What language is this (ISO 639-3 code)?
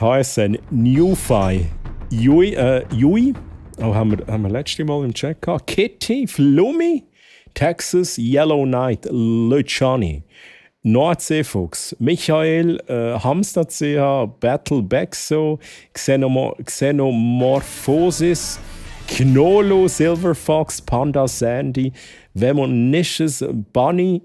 gsw